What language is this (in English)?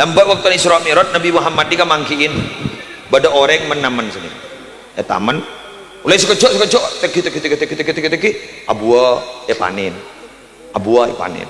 Madurese